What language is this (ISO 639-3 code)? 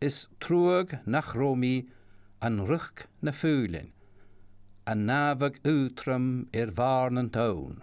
gla